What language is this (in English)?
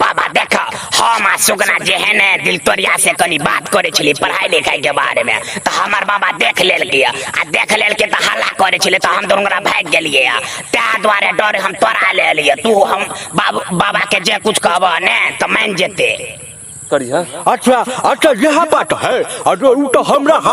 Maithili